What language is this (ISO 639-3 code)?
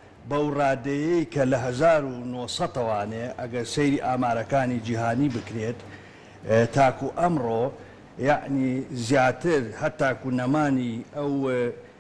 ckb